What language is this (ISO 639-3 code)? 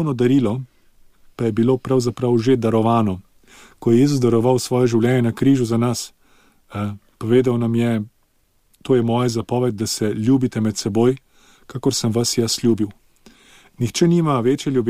slv